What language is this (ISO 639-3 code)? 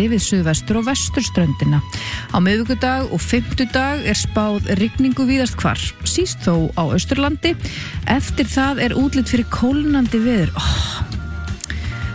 isl